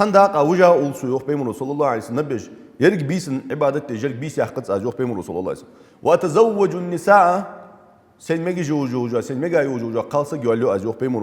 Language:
Ingush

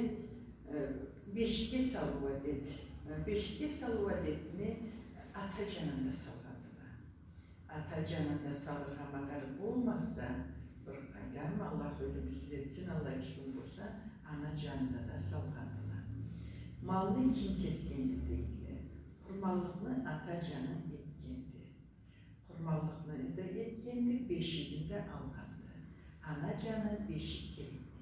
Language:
Karachay-Balkar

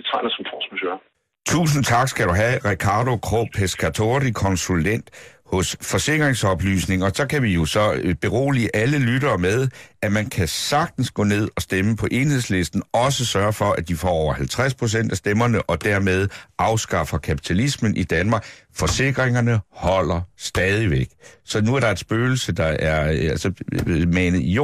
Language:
Danish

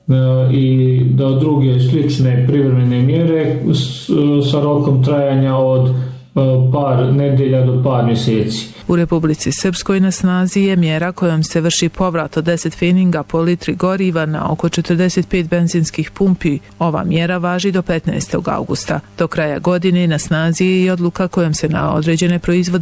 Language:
Bosnian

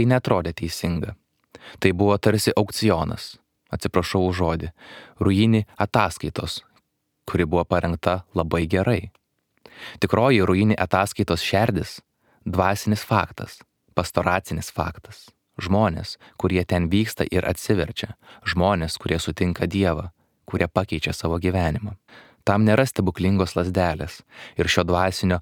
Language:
Lithuanian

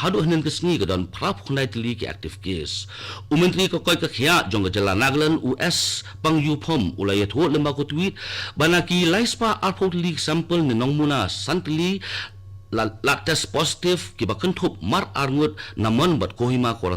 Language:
Khasi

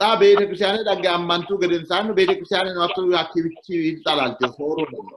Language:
Sidamo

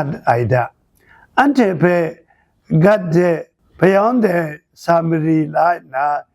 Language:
Kachin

